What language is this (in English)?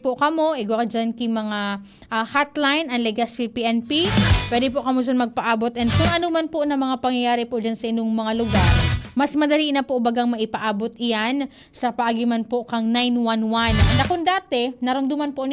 Bikol